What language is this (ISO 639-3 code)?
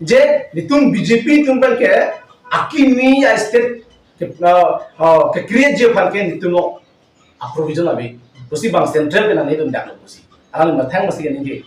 mjw